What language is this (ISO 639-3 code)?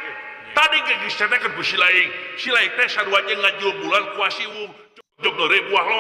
sun